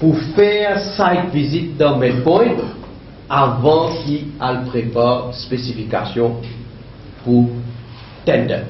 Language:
Morisyen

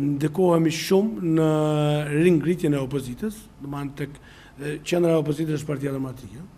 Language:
Albanian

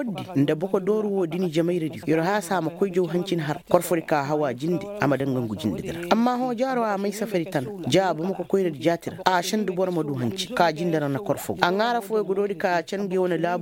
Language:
Koyraboro Senni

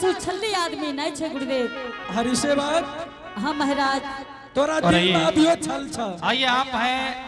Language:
Angika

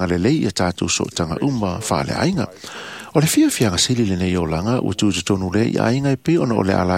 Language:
Samoan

